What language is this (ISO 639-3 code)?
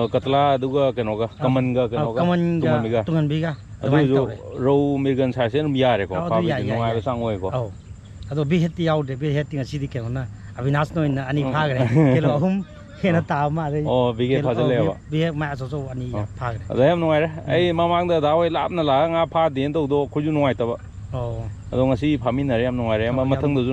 mni